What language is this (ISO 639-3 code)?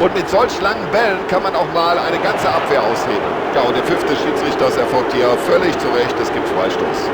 bar